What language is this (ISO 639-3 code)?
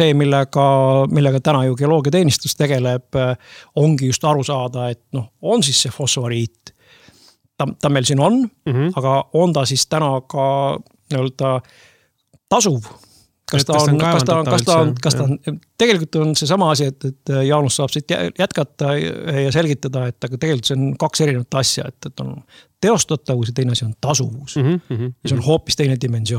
est